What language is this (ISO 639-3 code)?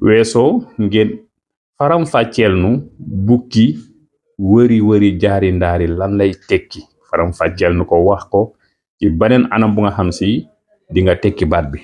wol